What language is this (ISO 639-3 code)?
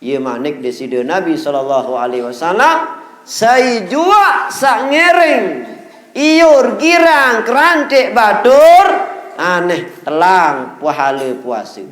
sas